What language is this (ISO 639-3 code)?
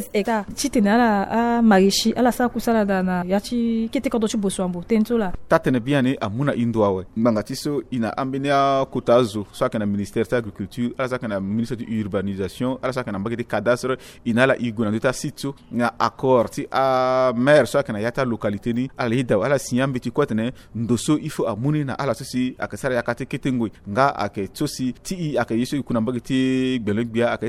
sag